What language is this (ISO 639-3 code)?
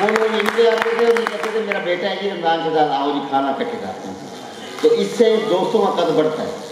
skr